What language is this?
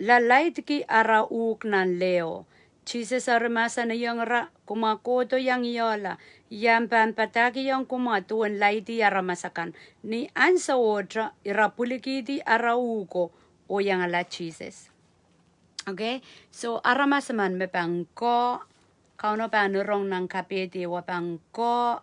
Pohnpeian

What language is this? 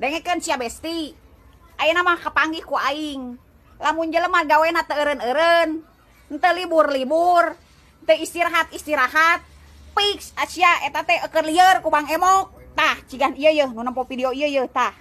Sundanese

